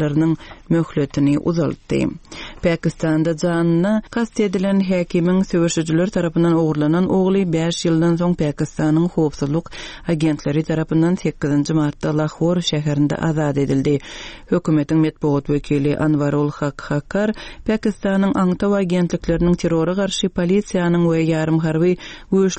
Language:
Turkmen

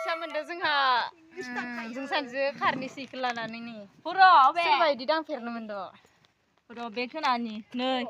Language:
Bodo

